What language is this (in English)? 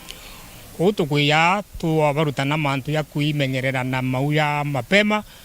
Meru